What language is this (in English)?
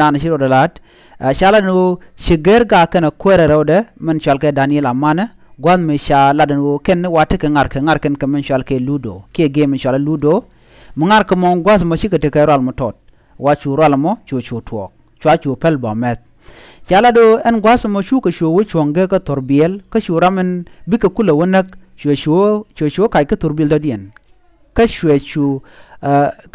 Nuer